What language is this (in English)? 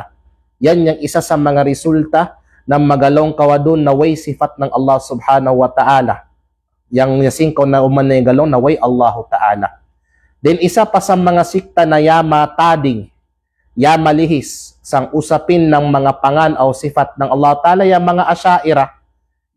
Kalagan